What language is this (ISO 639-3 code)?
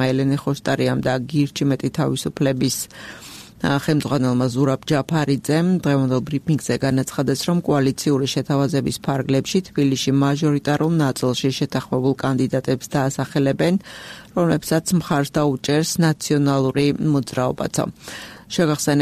kat